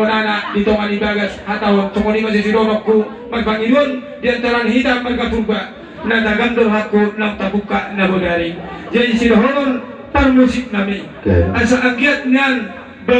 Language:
Batak Toba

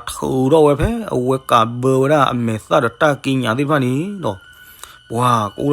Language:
S'gaw Karen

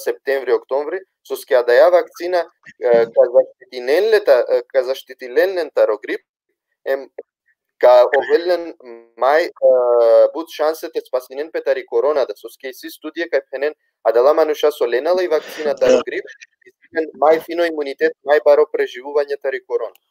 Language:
Balkan Romani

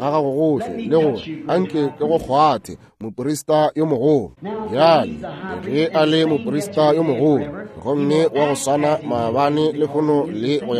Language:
Northern Sotho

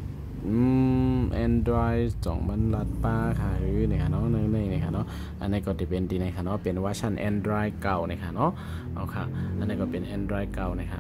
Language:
Shan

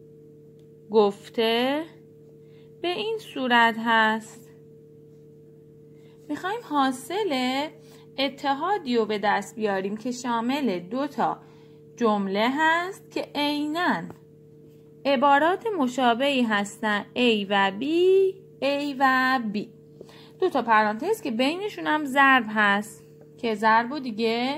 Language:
Persian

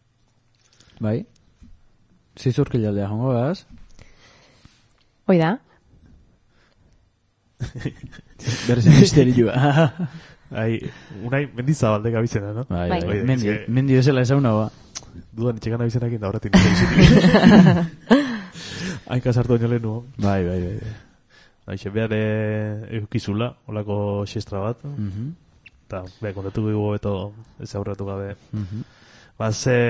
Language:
Basque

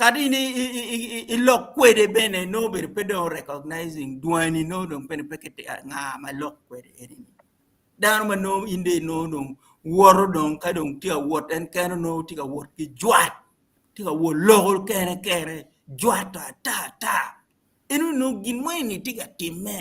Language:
Acoli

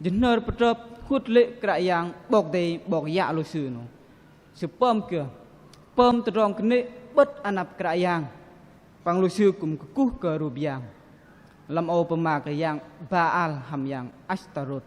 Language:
Bahnar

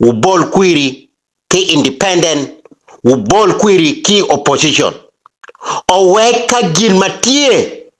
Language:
Acoli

